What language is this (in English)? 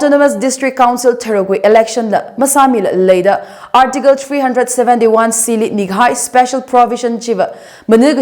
Tangkhul Naga (India)